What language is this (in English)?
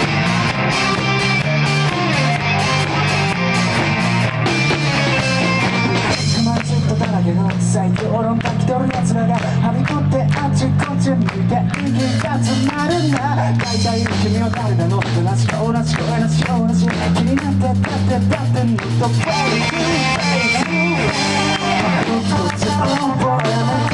Japanese